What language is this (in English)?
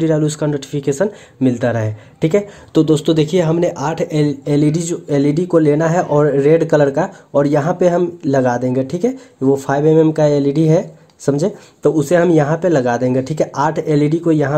Hindi